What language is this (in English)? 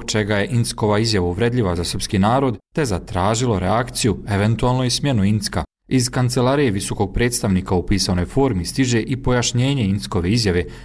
Bosnian